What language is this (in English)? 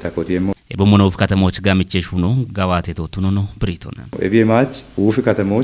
Kafa